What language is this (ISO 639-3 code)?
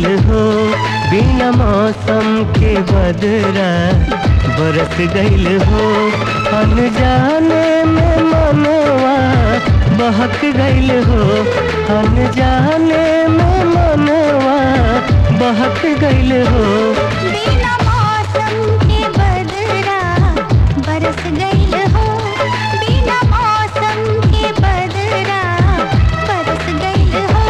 bho